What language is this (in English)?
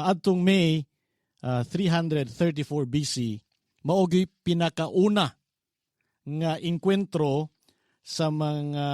Cebuano